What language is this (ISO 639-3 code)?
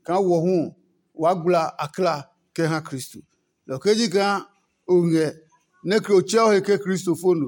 ada